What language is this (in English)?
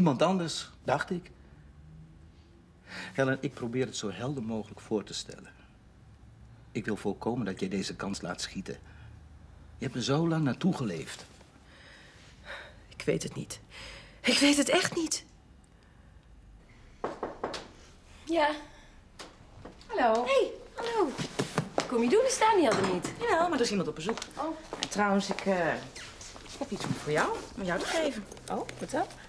Dutch